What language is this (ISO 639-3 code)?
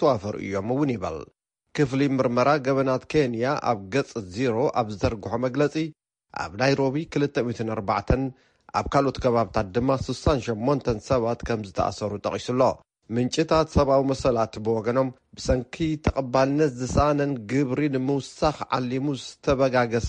tir